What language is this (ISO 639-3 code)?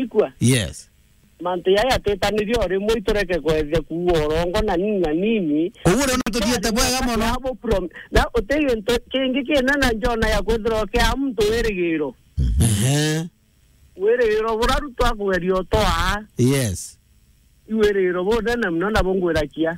mer